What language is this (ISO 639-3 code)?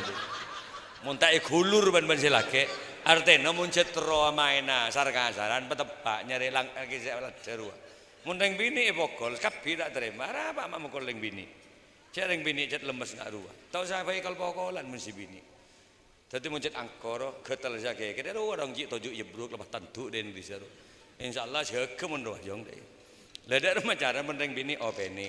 mad